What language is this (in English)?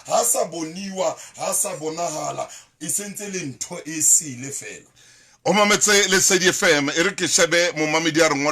Southern Sotho